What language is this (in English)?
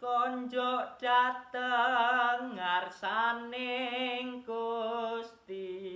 Javanese